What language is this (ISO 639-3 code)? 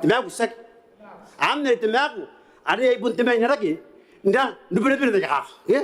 gil